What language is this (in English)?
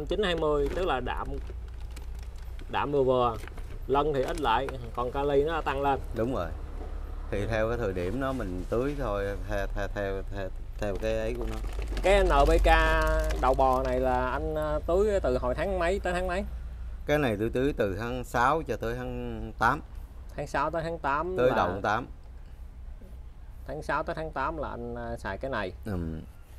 Vietnamese